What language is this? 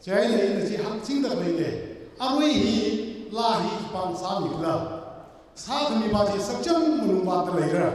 Tangkhul Naga (India)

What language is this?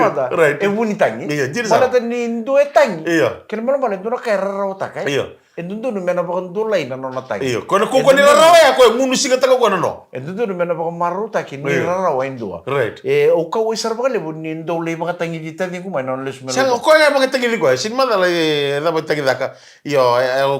Fijian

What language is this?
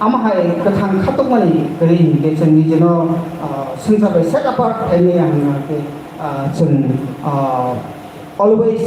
Kok Borok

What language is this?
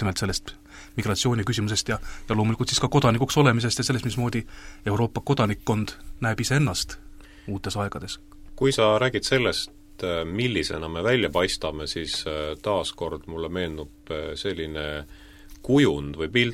Estonian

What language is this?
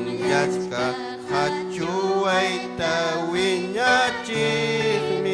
Ayacucho Quechua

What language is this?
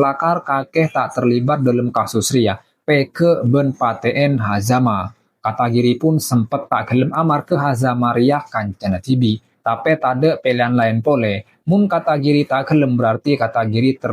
Madurese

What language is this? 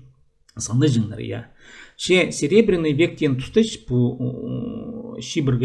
Khakas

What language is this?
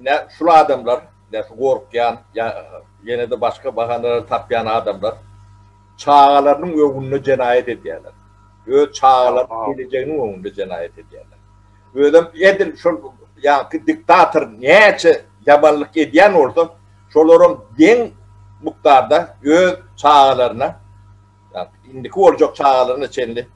Turkmen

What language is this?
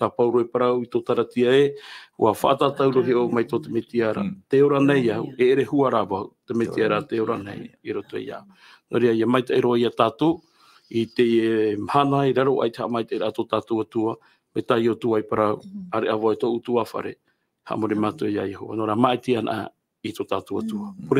Tahitian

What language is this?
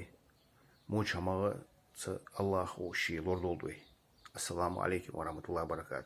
Ingush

